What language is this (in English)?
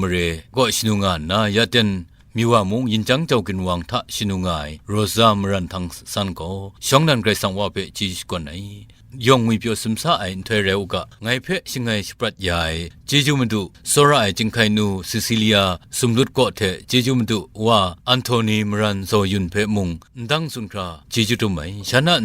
Kachin